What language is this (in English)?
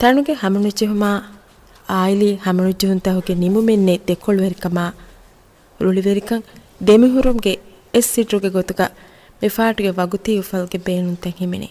Divehi